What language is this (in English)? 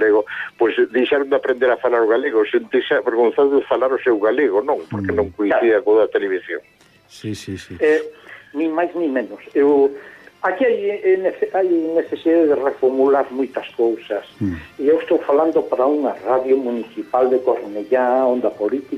Galician